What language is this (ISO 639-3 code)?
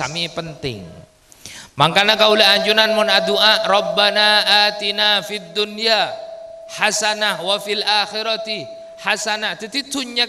mad